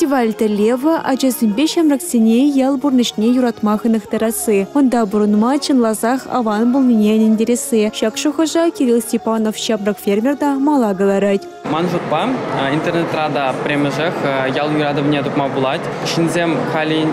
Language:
Chuvash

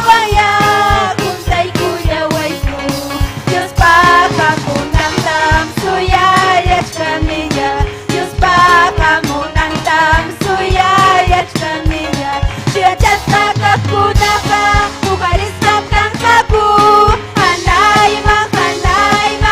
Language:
Ayacucho Quechua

